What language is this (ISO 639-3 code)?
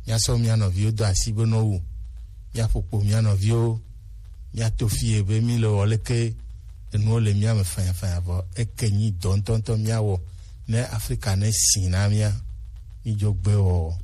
gej